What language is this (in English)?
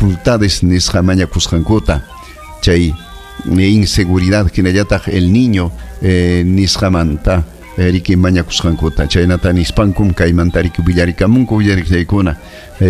Ayacucho Quechua